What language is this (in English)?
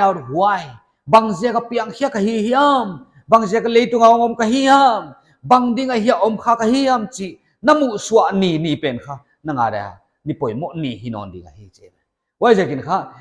Paite Chin